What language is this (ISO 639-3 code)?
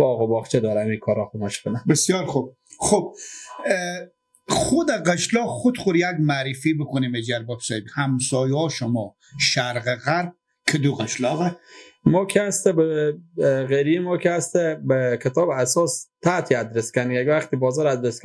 fas